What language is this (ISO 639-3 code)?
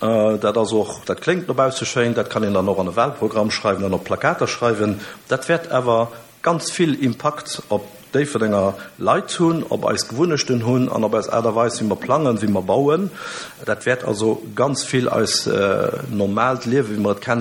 ltz